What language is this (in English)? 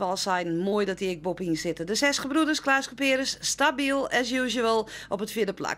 Western Frisian